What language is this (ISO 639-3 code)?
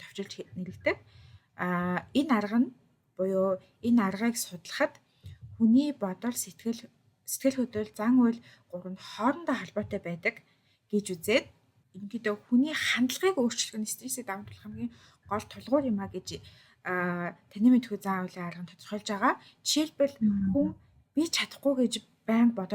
mon